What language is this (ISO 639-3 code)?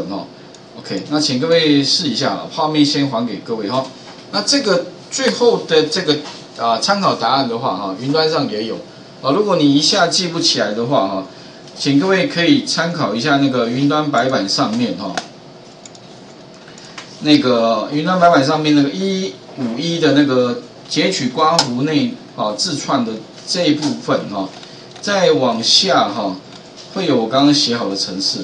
zho